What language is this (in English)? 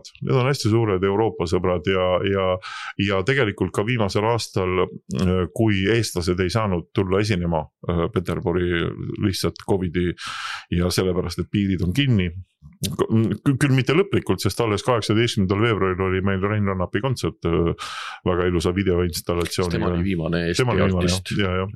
Estonian